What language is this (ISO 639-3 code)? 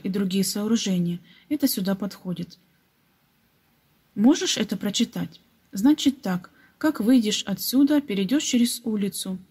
rus